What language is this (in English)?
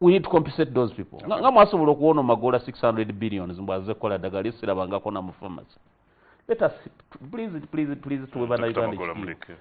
Ganda